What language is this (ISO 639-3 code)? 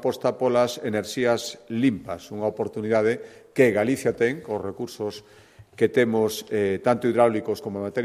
glg